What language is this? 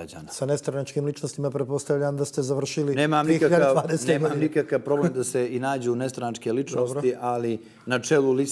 Bosnian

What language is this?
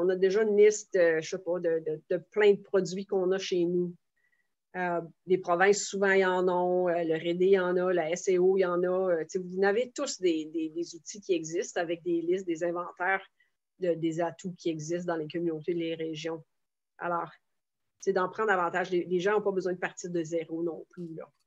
French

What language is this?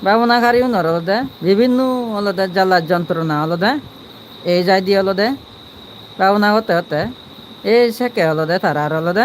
Chakma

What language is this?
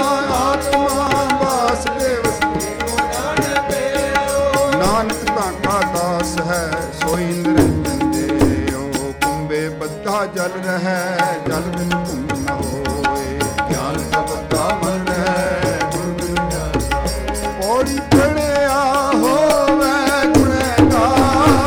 Punjabi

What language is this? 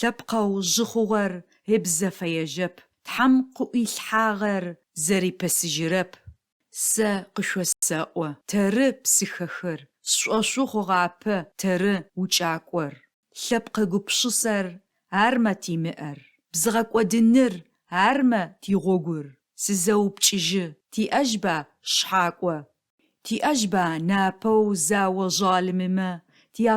Adyghe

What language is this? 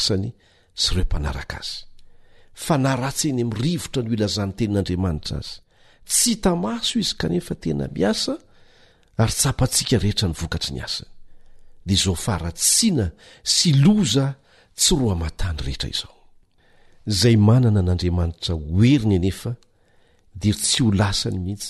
Malagasy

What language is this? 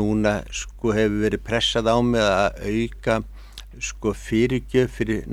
Icelandic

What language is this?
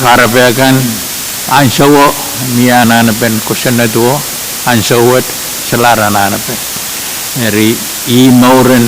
Pohnpeian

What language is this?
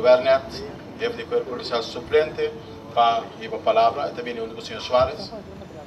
Papiamento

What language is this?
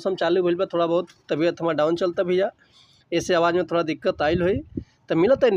Bhojpuri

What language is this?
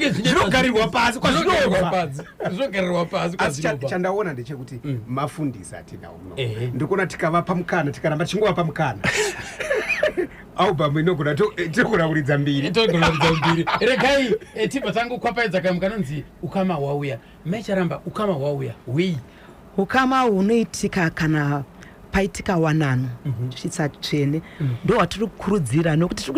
Shona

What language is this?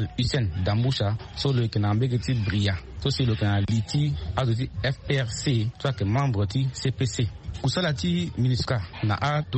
Sango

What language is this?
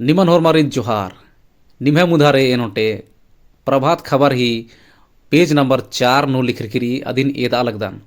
Kurukh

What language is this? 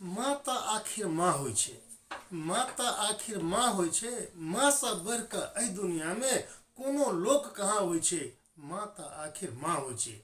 Maithili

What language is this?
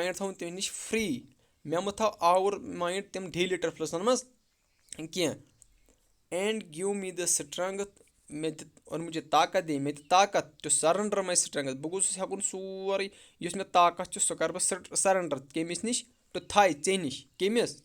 Kashmiri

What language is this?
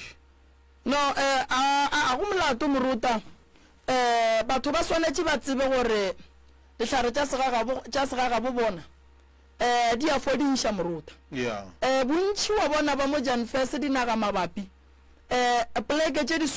Northern Sotho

